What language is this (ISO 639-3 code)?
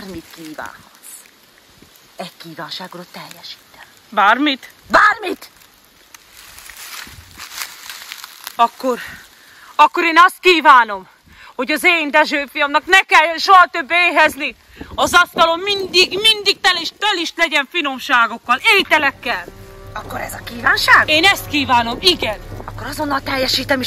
hun